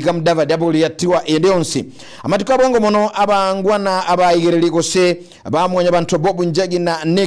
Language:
Gusii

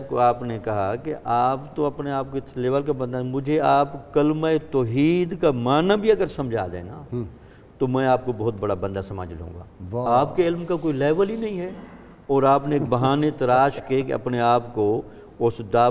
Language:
Urdu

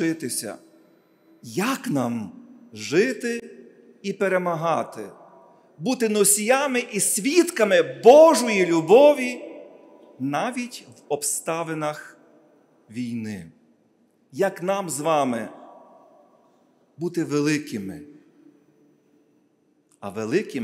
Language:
Ukrainian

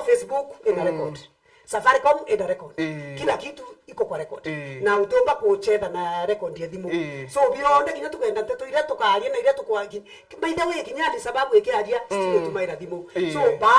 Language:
Meru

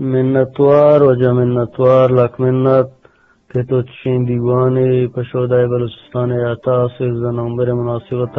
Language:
Eastern Balochi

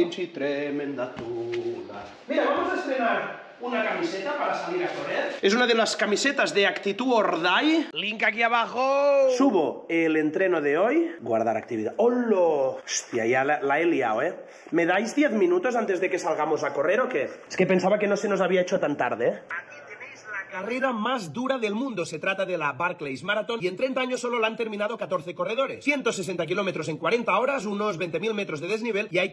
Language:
Spanish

